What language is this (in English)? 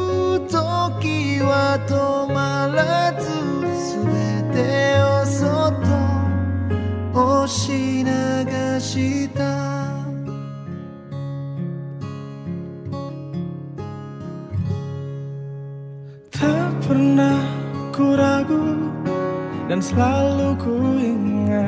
Indonesian